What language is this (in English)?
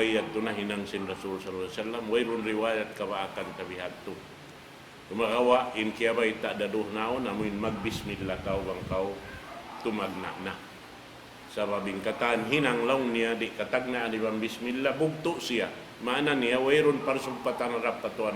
Tausug